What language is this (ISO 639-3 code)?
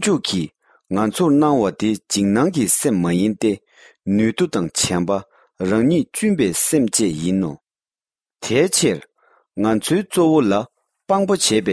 bod